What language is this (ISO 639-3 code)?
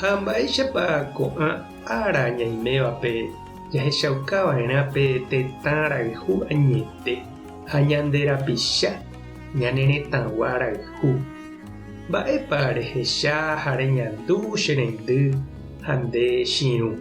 grn